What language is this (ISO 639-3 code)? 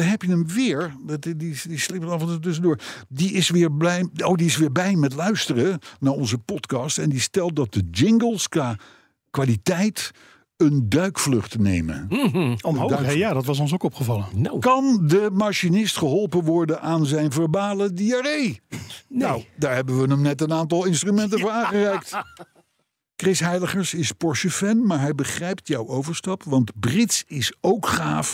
nld